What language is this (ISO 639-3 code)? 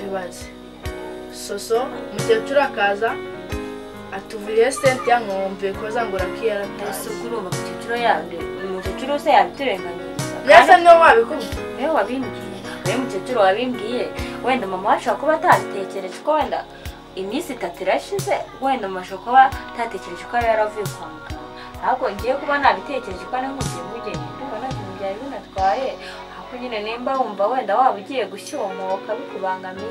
kin